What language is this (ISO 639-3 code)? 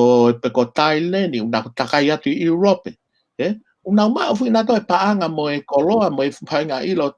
ton